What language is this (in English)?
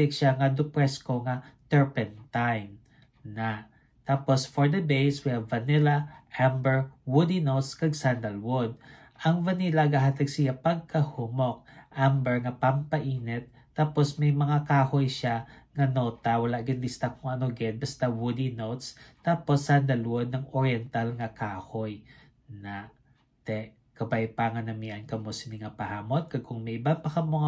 Hiligaynon